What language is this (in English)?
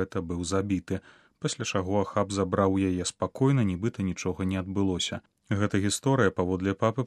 Belarusian